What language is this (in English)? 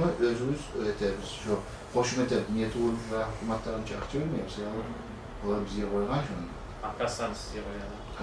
Kumyk